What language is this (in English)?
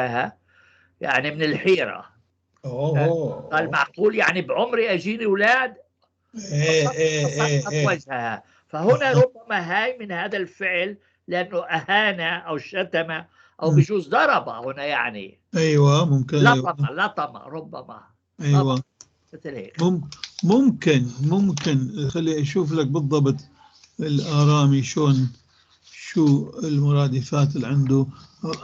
North Levantine Arabic